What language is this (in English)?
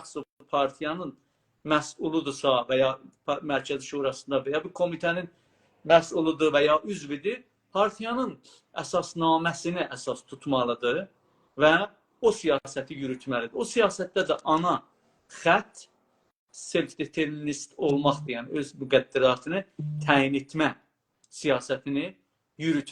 South Azerbaijani